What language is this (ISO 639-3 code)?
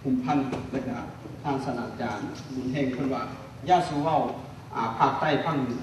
lao